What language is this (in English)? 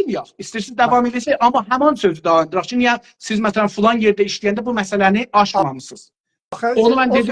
South Azerbaijani